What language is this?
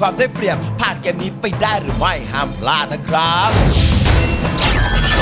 Thai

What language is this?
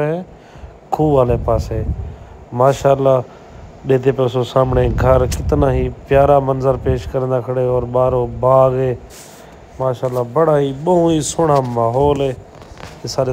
Saraiki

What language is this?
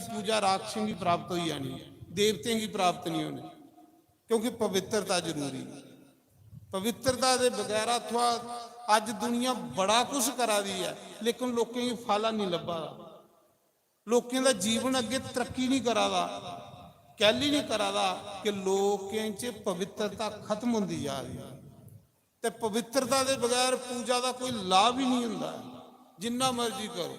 Dogri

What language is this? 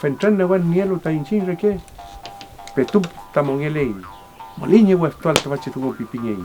Mapuche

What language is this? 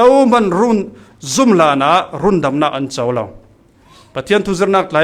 Falam Chin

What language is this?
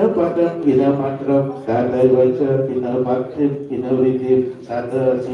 Balinese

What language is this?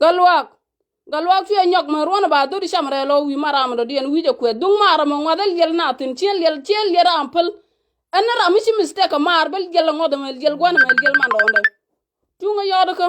Nuer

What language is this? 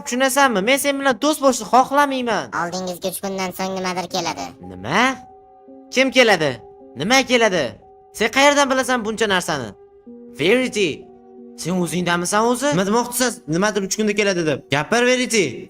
Uzbek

